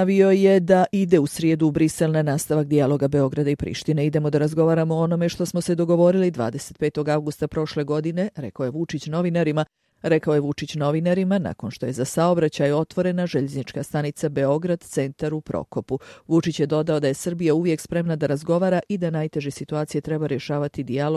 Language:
Bosnian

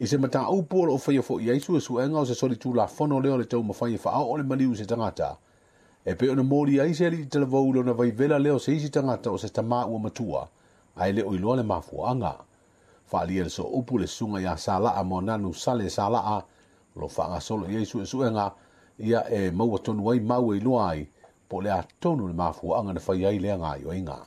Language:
Samoan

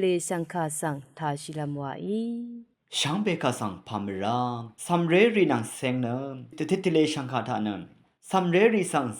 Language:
Rawang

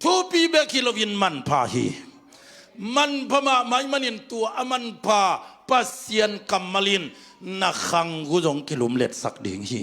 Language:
Tedim Chin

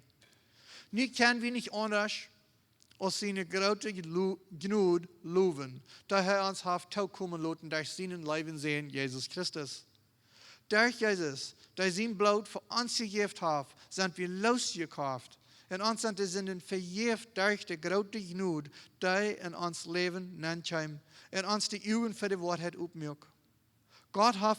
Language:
Plautdietsch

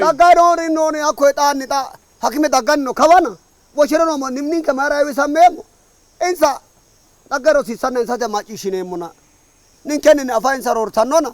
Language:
Sidamo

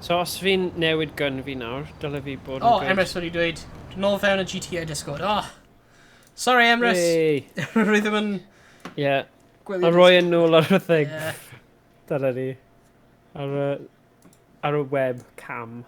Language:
Welsh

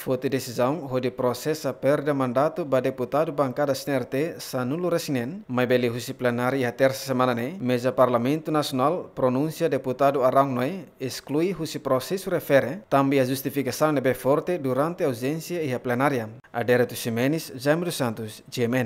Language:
Tetum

